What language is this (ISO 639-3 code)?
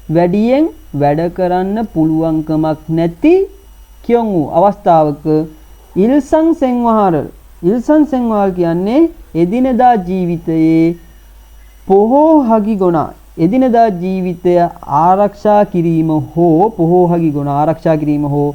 sin